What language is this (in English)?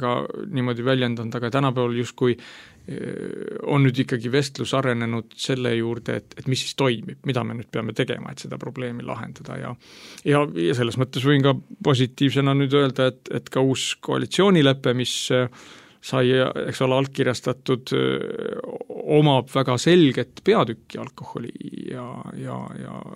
Estonian